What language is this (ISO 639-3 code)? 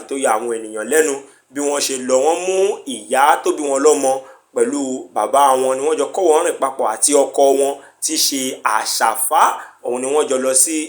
yor